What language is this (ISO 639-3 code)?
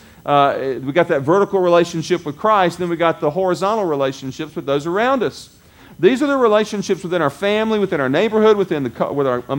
eng